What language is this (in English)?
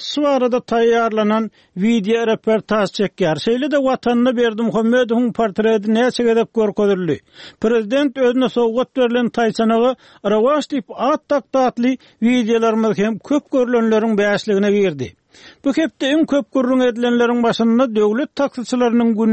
Turkmen